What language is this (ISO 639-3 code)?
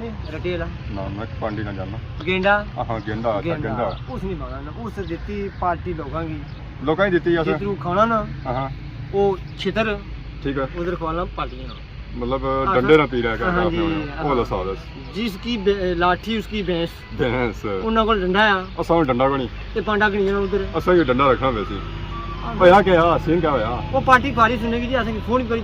phr